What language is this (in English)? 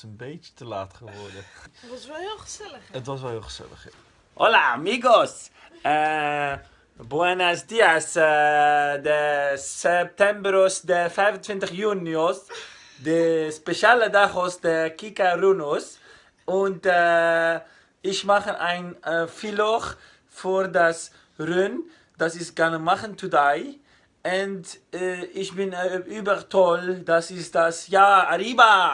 Dutch